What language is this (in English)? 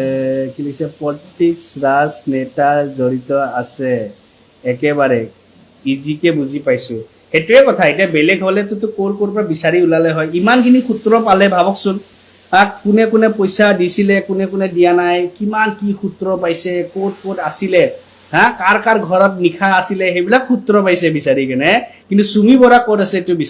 Assamese